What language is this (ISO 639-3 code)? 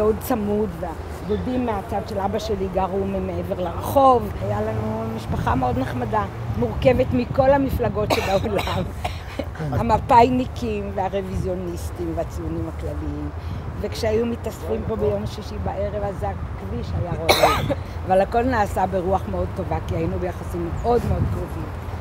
heb